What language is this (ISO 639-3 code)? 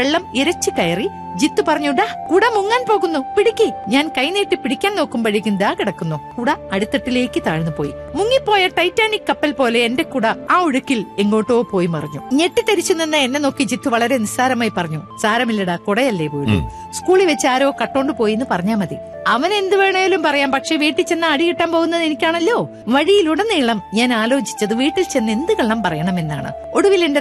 mal